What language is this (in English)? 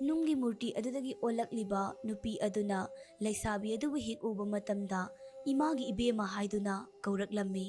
Manipuri